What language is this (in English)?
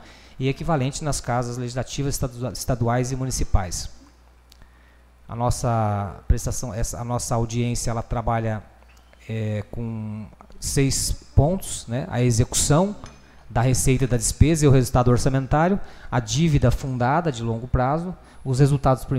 Portuguese